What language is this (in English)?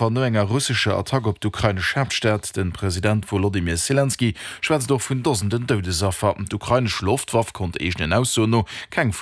Luxembourgish